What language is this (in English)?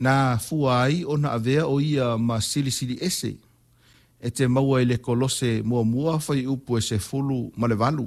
Samoan